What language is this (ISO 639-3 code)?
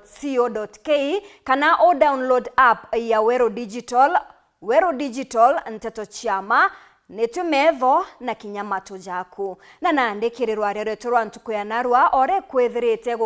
mer